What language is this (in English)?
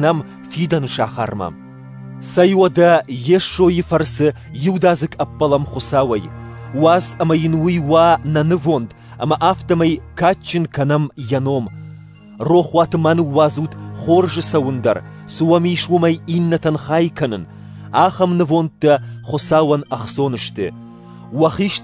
Ossetic